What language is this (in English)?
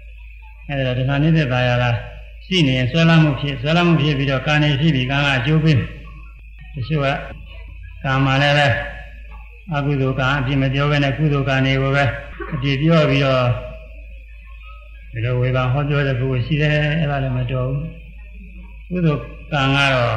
Burmese